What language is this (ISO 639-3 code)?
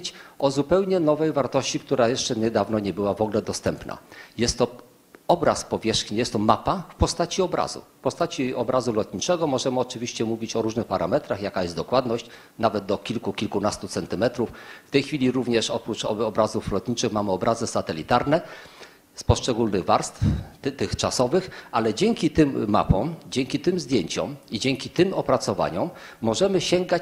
pol